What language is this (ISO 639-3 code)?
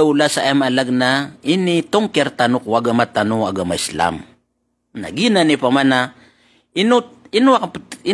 mrw